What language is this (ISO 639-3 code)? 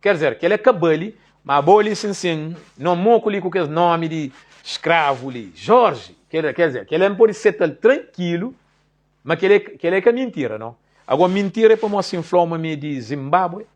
kea